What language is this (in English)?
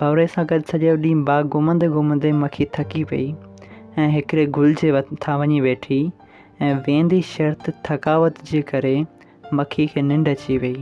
Sindhi